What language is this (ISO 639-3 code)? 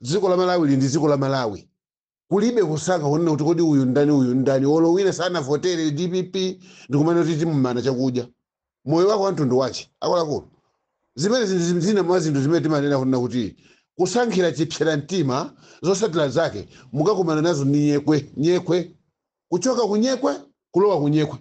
nya